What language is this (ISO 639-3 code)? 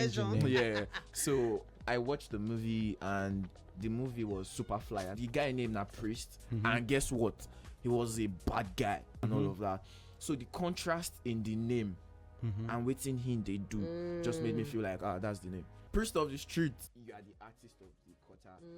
pcm